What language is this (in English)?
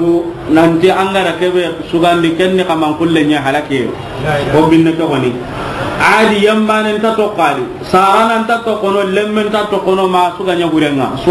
Soninke